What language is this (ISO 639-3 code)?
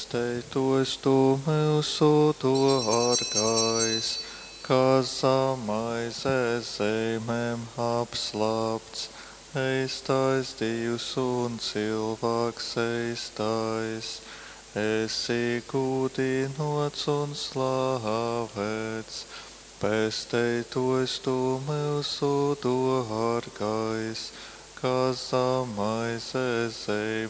ltg